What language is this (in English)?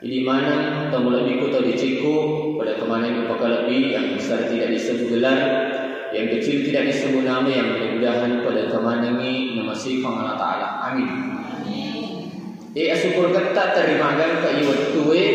Buginese